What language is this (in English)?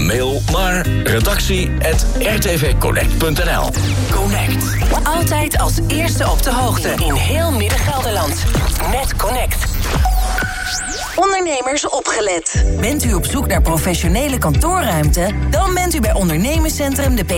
Dutch